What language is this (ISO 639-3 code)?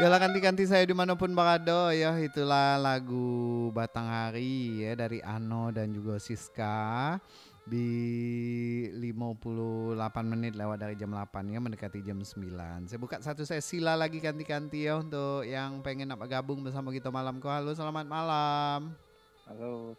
min